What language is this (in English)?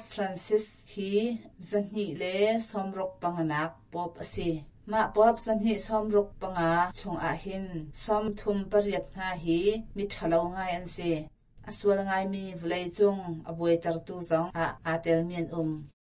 Hakha Chin